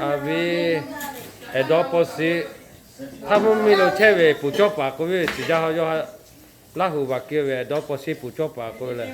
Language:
Lahu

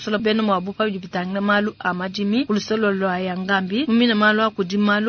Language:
Luba-Lulua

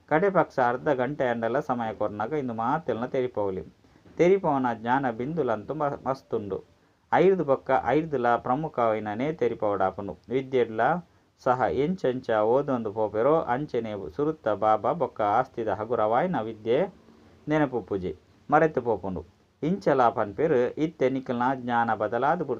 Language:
Tulu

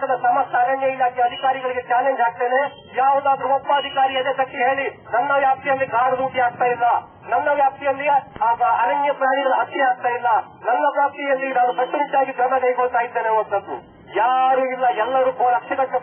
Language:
Kannada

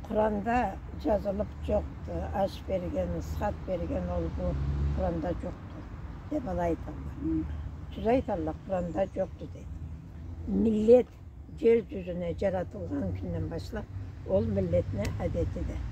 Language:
Karachay-Balkar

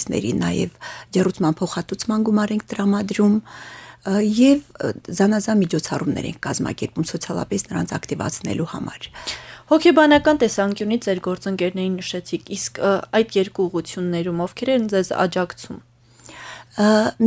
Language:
Armenian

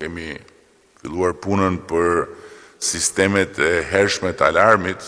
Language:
Albanian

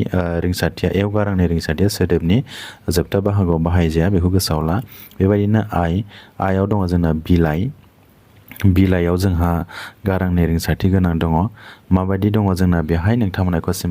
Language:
Bodo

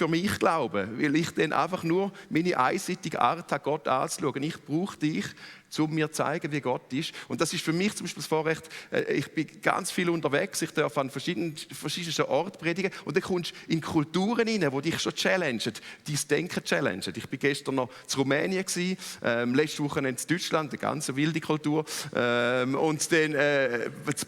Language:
Swiss German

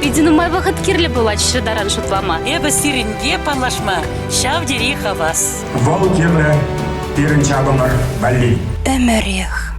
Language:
Chuvash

